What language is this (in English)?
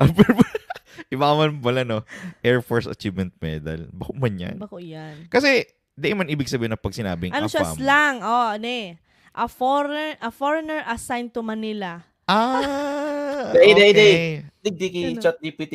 Bikol